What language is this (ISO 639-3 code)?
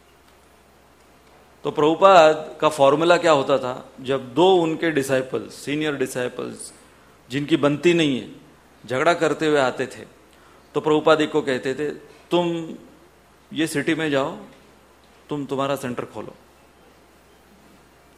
hin